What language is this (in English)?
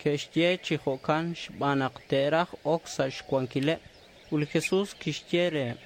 Kekchí